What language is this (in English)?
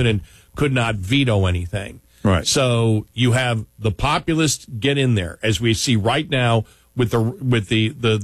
English